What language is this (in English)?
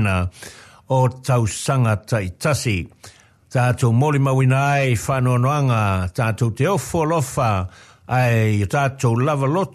Samoan